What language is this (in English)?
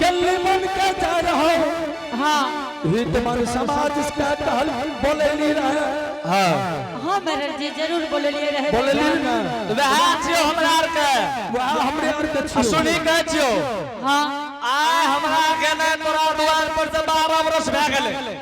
Angika